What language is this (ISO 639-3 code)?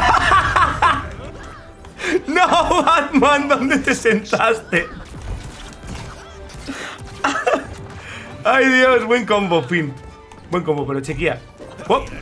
spa